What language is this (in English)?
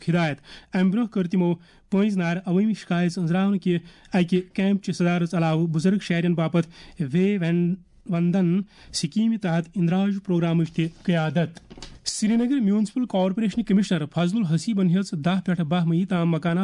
Kashmiri